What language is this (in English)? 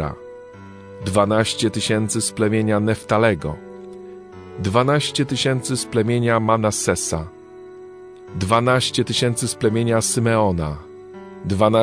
Polish